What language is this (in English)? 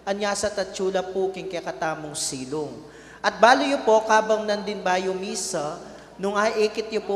Pampanga